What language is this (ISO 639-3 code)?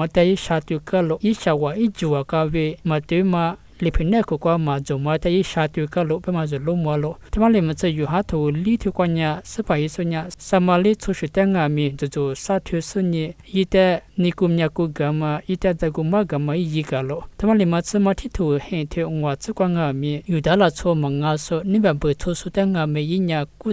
lis